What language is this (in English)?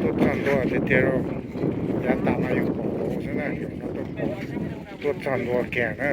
Hmong